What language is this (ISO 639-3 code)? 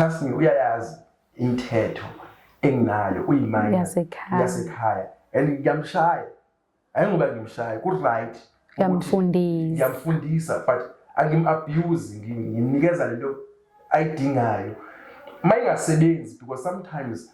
zul